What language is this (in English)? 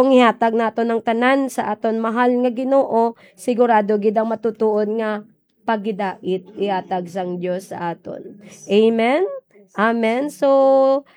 Hiligaynon